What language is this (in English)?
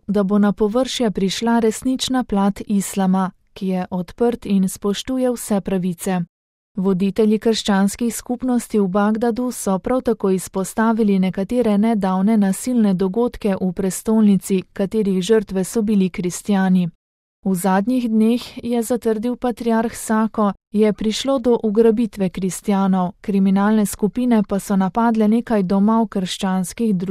Slovenian